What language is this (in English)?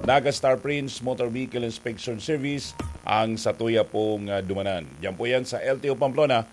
Bikol